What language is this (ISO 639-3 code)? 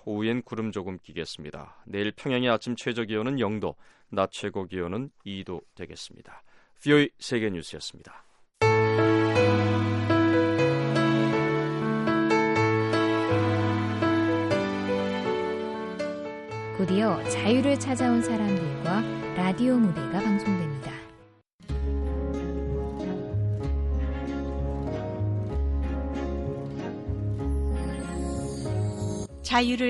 kor